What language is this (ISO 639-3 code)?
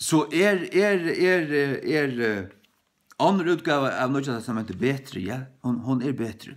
fao